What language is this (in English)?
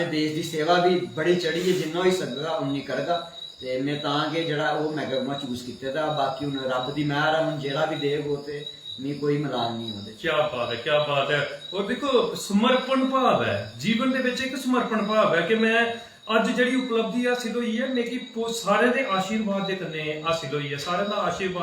Dogri